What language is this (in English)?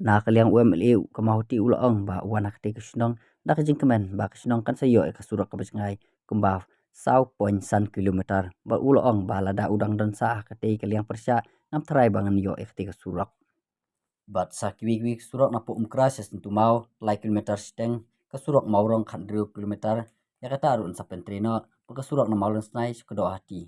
Khasi